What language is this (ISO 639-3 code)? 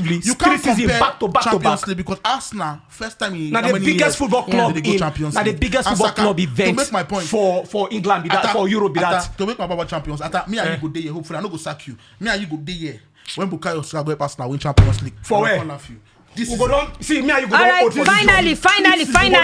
pcm